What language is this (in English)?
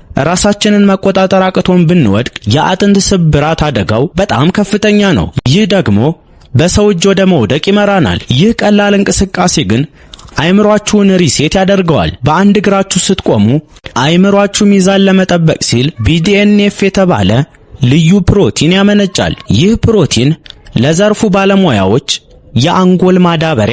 Amharic